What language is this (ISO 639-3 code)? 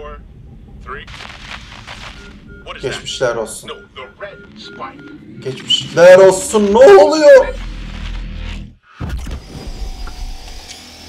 tur